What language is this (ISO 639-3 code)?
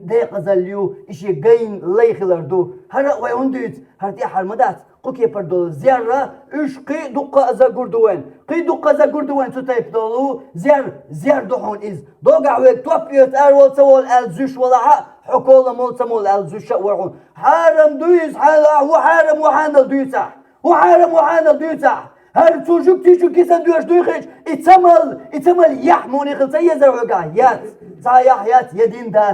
che